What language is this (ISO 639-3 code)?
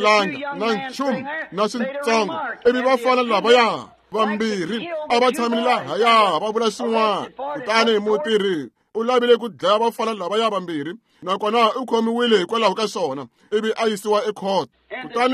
tso